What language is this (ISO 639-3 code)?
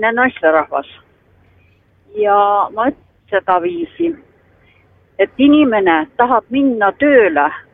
est